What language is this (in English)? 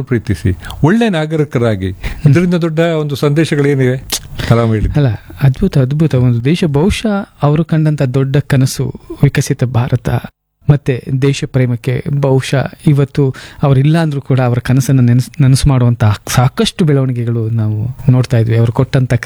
Kannada